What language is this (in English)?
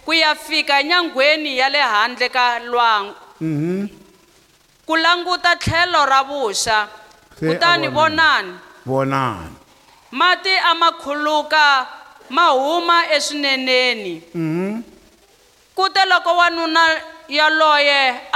Tsonga